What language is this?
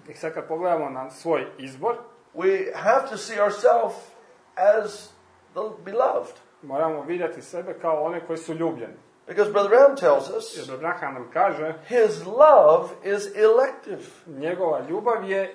Croatian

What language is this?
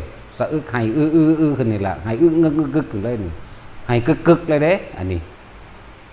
Northeastern Thai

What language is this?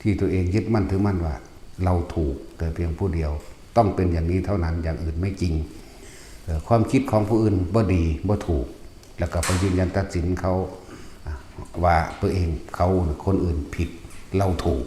Northeastern Thai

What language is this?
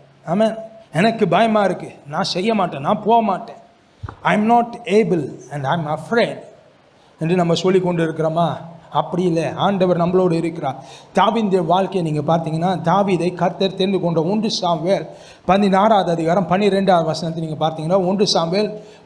Tamil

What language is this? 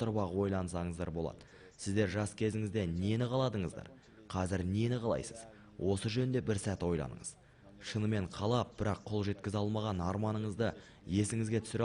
Kazakh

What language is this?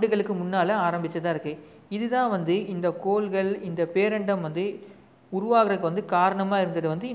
Tamil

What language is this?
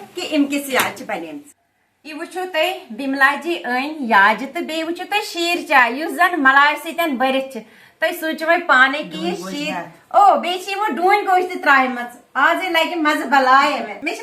Kashmiri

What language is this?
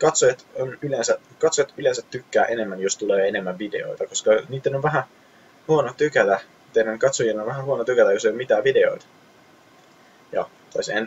Finnish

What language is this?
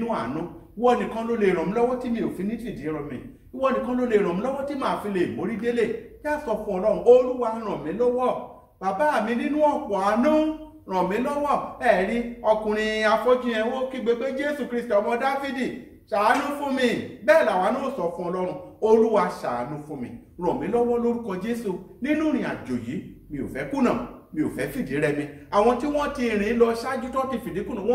Yoruba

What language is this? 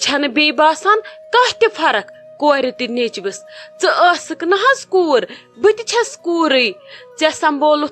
Kashmiri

